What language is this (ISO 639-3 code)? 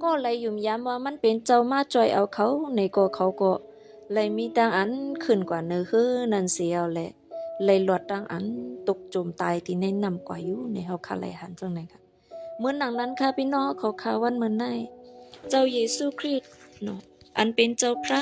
shn